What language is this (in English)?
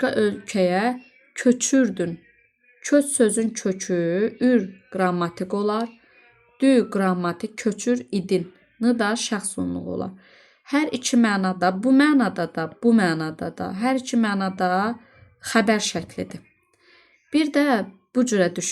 Azerbaijani